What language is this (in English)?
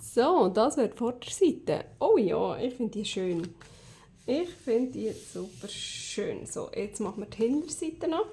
Swiss German